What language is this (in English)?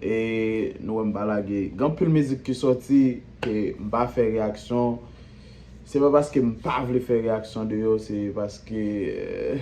Haitian Creole